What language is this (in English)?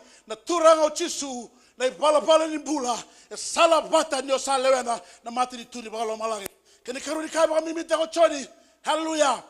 Fijian